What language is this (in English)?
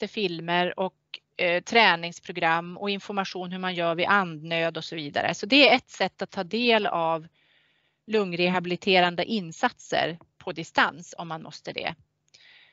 Swedish